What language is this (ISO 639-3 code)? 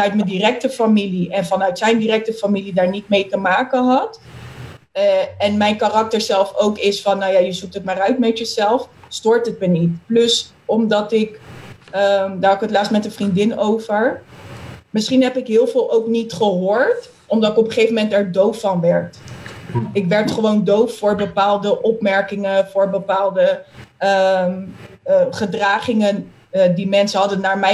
nld